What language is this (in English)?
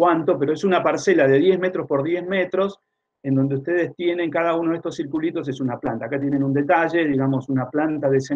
Spanish